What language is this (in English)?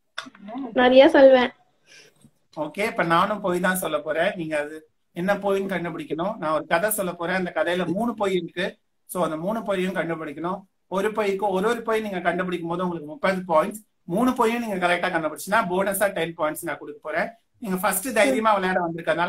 Tamil